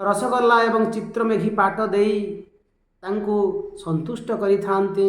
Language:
Odia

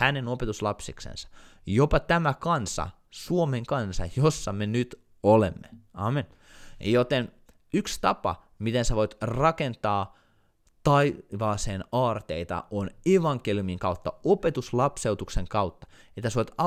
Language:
Finnish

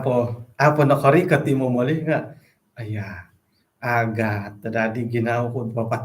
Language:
Central Dusun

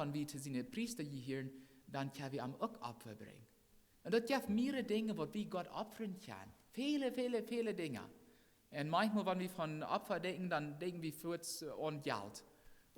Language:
Plautdietsch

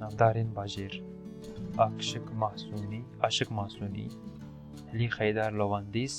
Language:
Kurdish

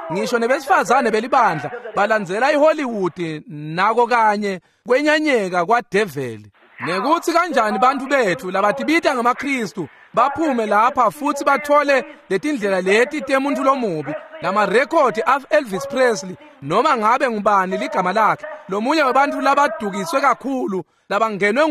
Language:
Swati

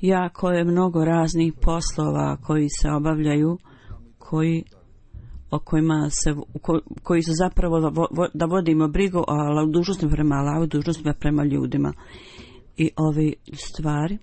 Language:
Bosnian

